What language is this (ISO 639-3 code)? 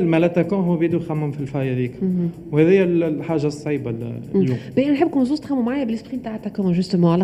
aeb